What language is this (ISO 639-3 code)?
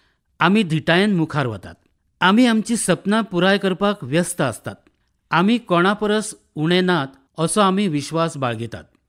kok